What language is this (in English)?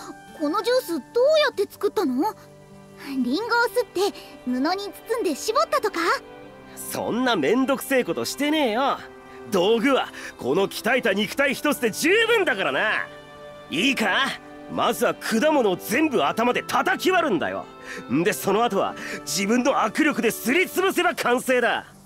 Japanese